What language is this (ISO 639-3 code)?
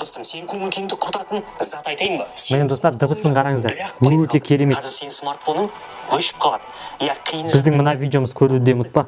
kaz